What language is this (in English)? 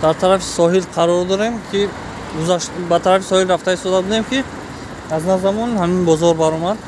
Tajik